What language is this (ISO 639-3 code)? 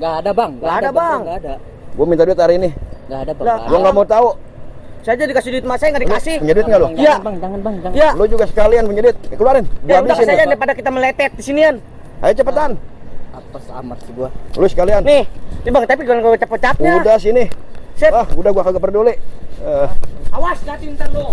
bew